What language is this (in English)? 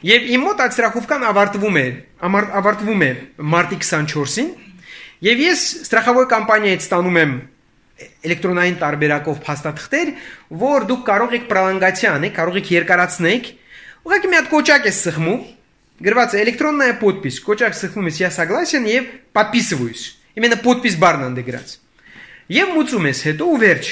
Armenian